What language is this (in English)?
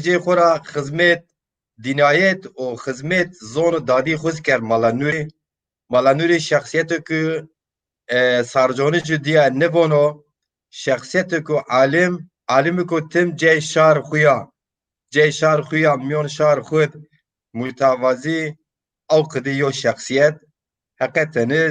Zaza